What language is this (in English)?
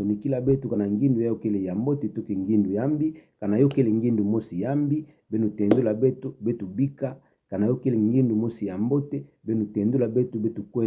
Kituba (Democratic Republic of Congo)